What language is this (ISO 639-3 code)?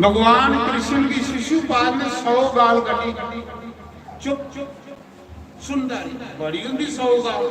doi